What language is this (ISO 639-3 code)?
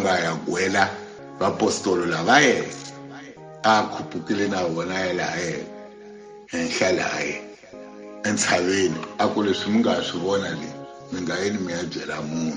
tso